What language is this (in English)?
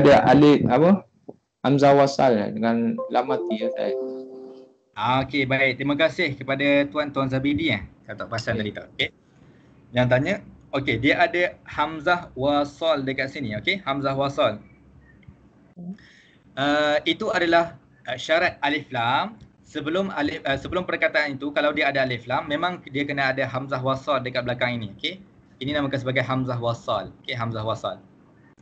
Malay